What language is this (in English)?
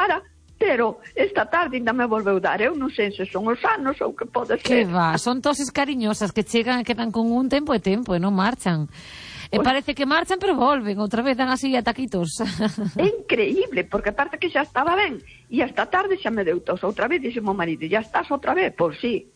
Galician